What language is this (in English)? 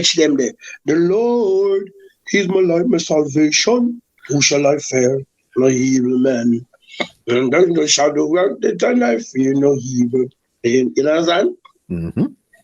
Jamaican Creole English